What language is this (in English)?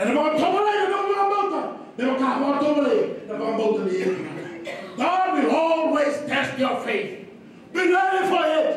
Fijian